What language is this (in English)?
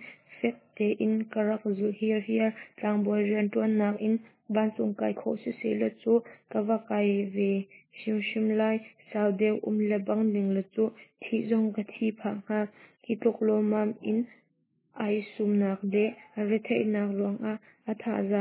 Hakha Chin